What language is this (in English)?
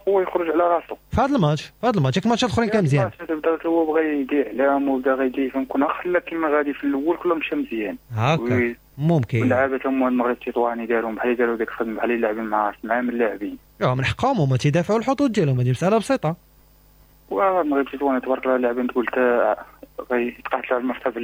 Moroccan Arabic